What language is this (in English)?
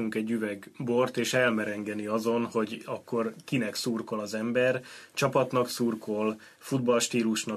Hungarian